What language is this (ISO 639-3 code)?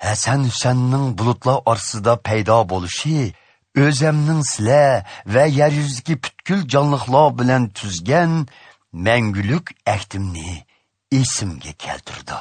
uig